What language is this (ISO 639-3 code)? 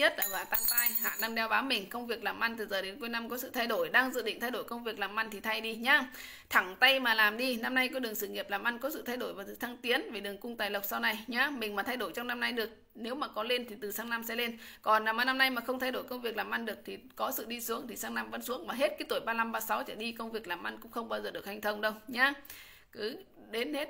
vie